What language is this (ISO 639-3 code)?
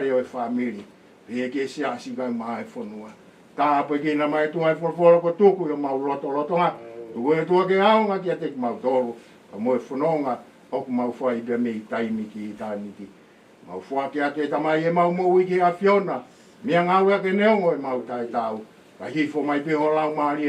ton